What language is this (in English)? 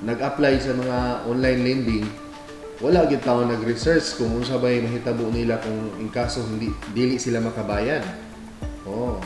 Cebuano